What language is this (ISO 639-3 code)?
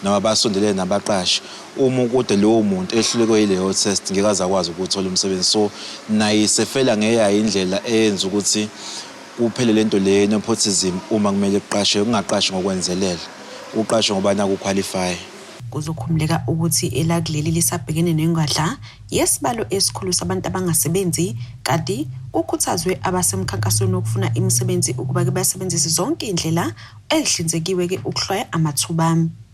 zul